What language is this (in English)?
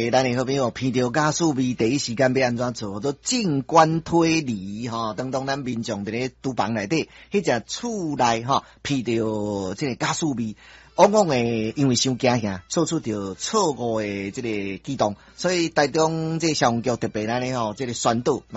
Min Nan Chinese